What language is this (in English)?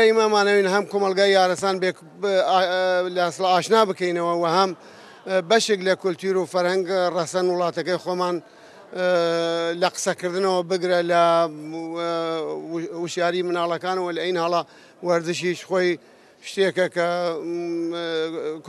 Kurdish